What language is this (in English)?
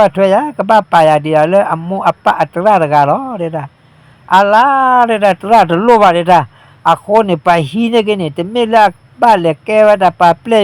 S'gaw Karen